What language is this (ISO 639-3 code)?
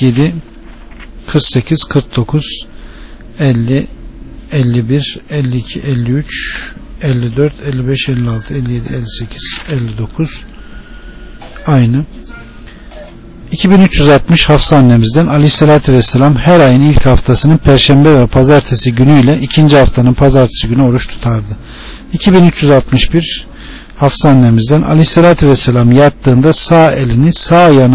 tur